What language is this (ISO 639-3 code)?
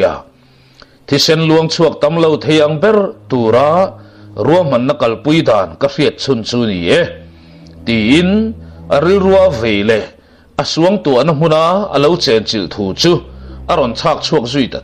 lus